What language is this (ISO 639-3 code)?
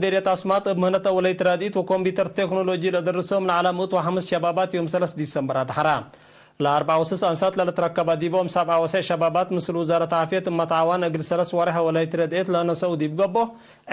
tig